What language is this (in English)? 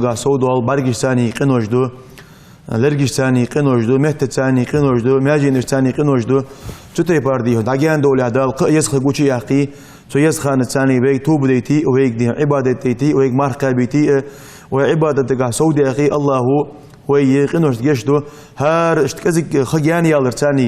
Ingush